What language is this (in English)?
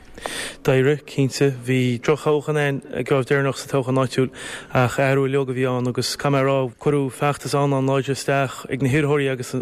Irish